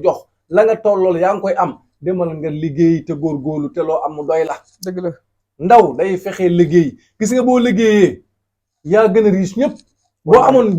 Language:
Wolof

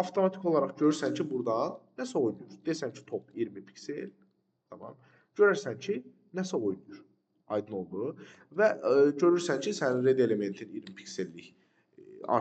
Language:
Azerbaijani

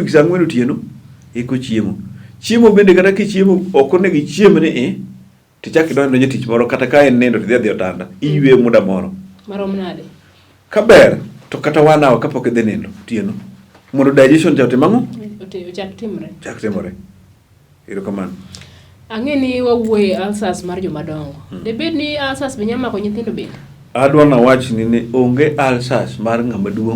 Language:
Luo (Kenya and Tanzania)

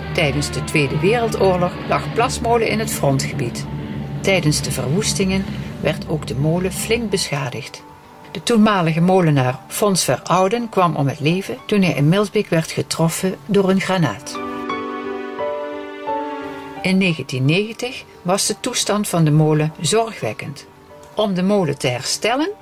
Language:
Dutch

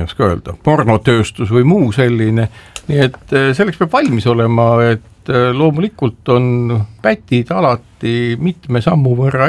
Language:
Estonian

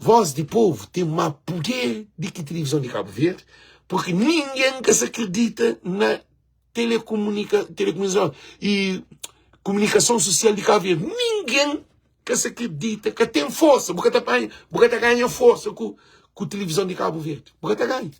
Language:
Kabuverdianu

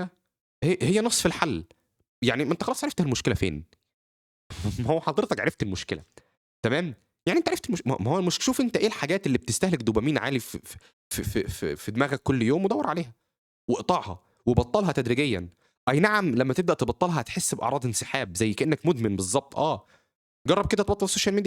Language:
Egyptian Arabic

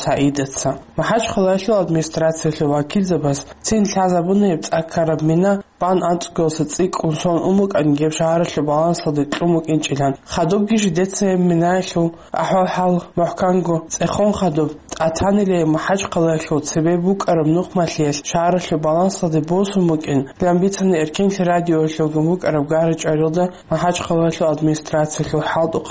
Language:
Avaric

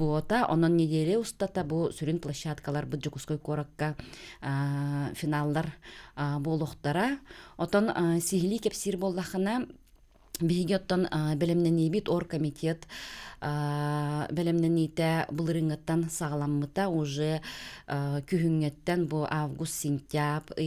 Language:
Yakut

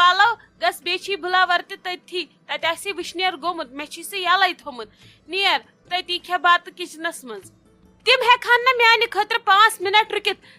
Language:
Kashmiri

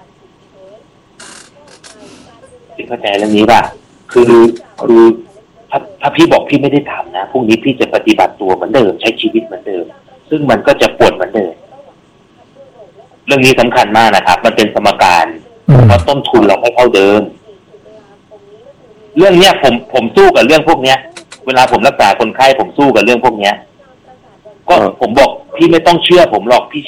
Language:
Thai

